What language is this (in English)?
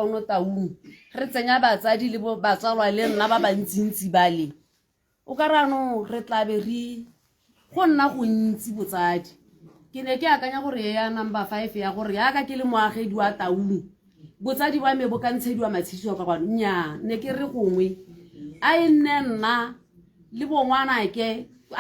Tswana